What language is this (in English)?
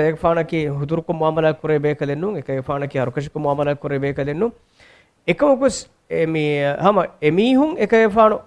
Divehi